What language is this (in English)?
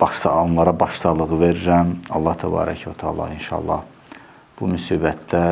Azerbaijani